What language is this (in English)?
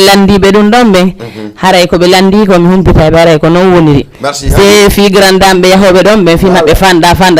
Fula